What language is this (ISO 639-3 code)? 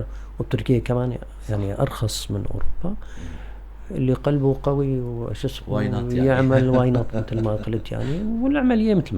apc